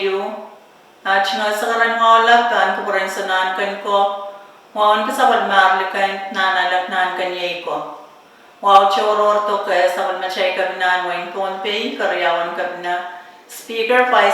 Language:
Pohnpeian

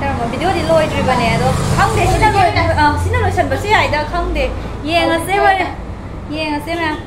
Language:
Manipuri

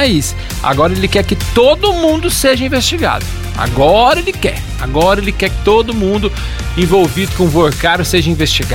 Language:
Portuguese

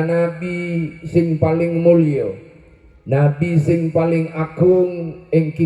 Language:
Madurese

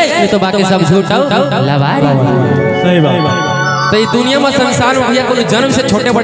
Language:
Chhattisgarhi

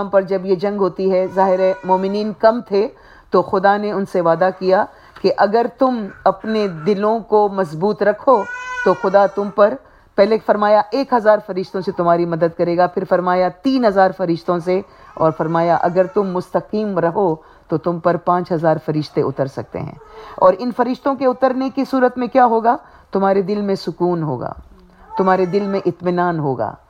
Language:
Urdu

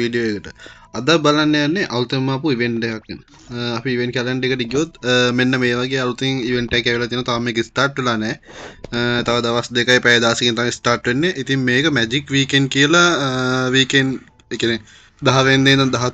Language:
Sinhala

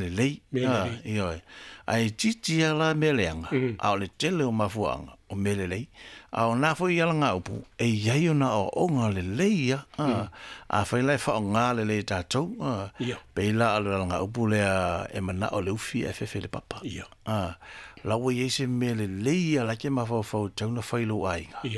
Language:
Samoan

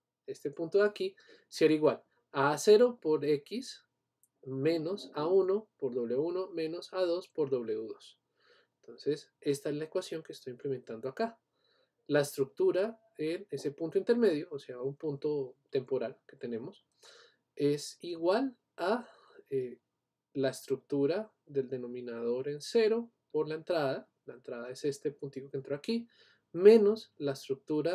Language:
Spanish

